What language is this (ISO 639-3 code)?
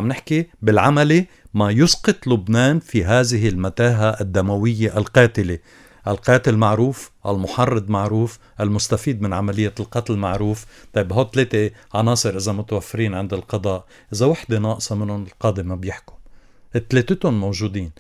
apc